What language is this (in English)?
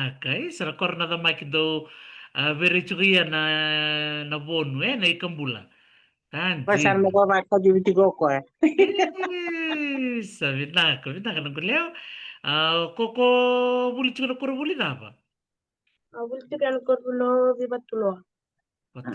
Fijian